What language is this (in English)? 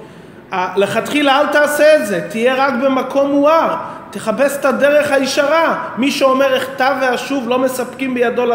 Hebrew